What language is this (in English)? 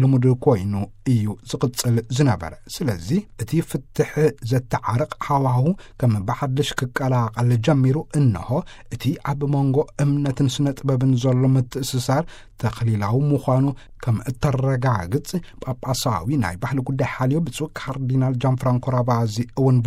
Tigrinya